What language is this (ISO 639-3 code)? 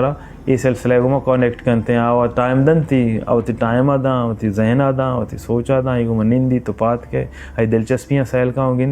bal